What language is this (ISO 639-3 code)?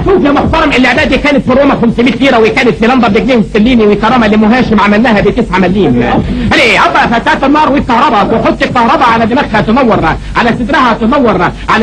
arz